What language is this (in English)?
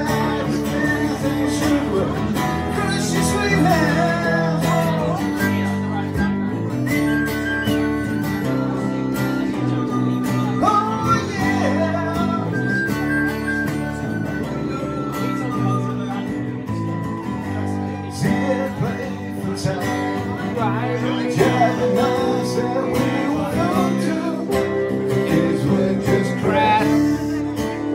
English